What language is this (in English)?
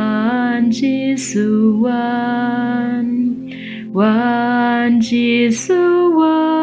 Khasi